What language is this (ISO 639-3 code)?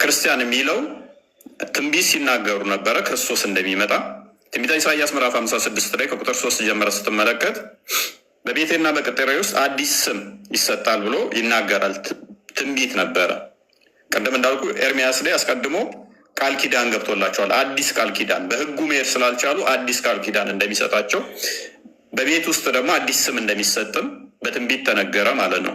amh